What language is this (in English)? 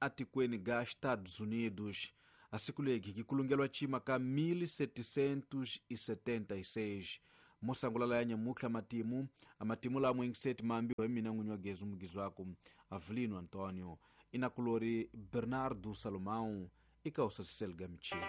Tsonga